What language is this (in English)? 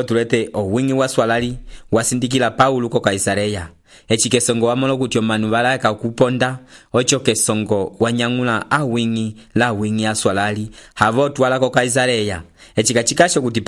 Umbundu